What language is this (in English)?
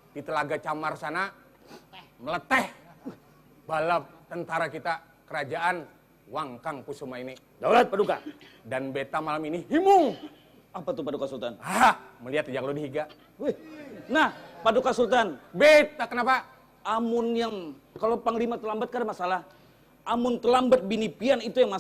Banjar